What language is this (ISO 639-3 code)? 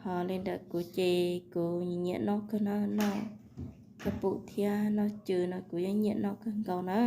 hmn